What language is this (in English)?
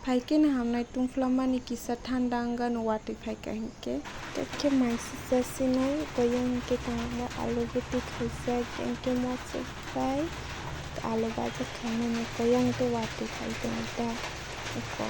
Kok Borok